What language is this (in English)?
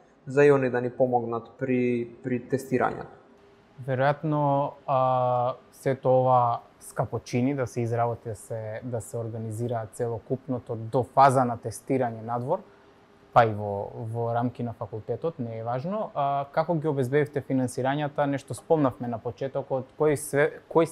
Macedonian